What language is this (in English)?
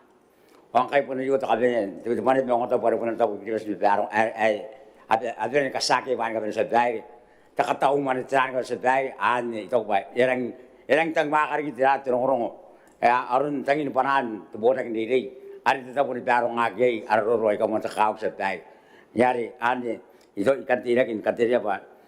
Gilbertese